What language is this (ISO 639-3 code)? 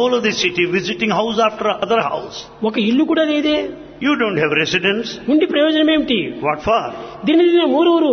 tel